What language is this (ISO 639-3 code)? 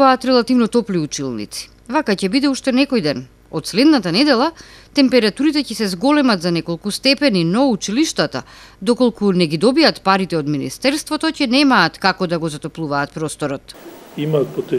mkd